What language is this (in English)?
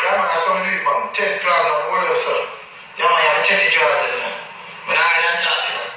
Jamaican Creole English